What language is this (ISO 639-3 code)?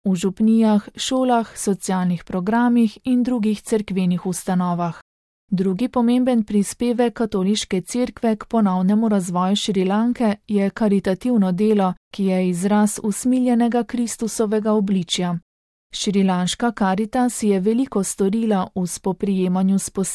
slv